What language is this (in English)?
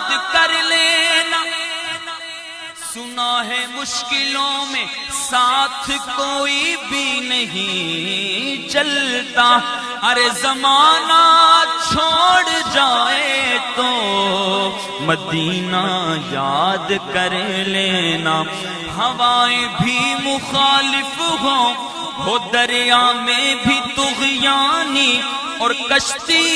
Urdu